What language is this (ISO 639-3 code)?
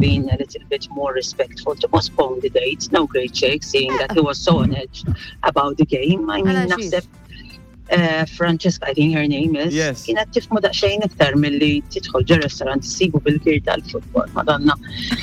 mlt